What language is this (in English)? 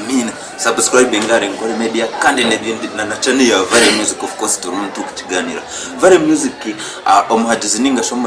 Nyankole